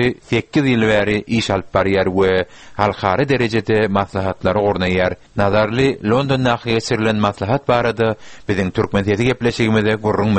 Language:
Turkmen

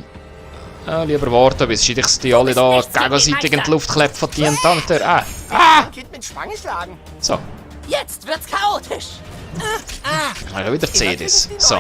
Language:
Swiss German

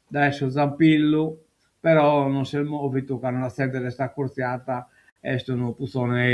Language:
Sardinian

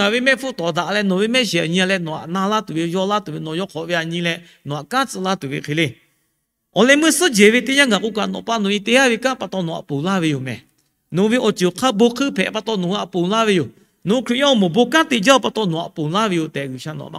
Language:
Lahu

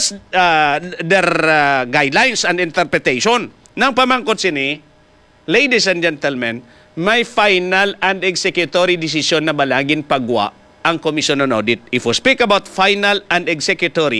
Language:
Hiligaynon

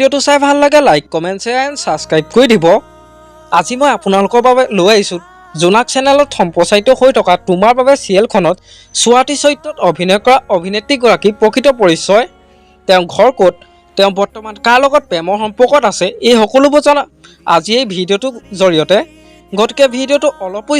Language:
Assamese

